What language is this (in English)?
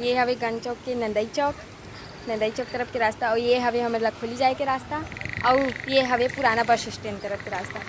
Chhattisgarhi